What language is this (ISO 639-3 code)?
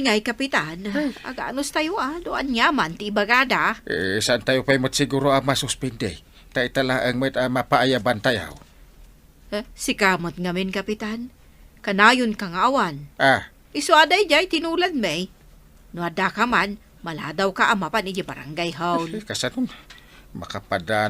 ilo